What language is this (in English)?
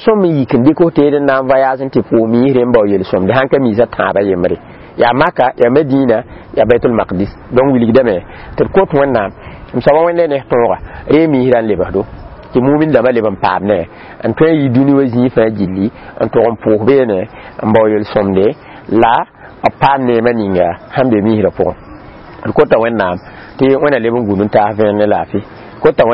Mossi